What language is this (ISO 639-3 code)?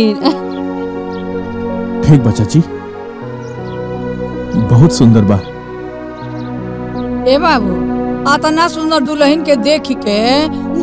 bho